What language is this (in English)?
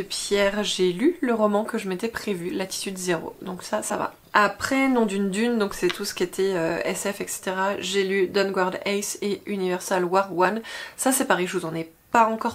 French